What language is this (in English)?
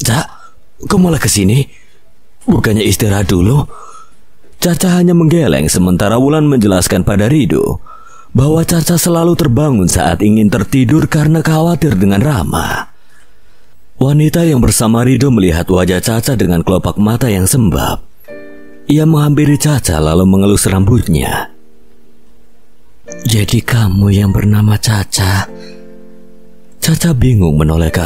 Indonesian